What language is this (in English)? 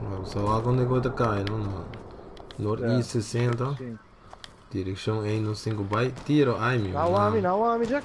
Papiamento